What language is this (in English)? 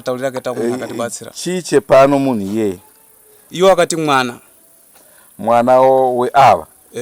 Shona